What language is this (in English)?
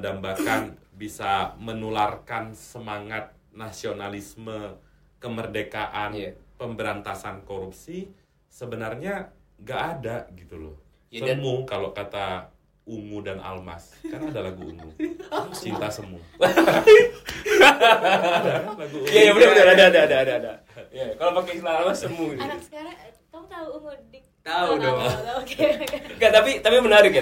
Indonesian